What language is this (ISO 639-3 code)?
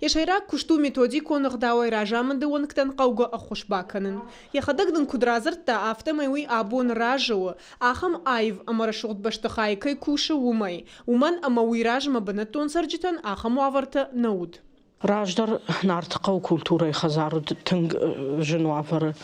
oss